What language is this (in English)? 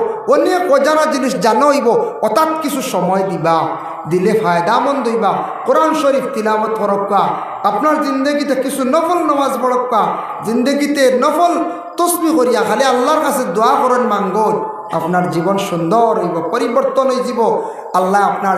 Sylheti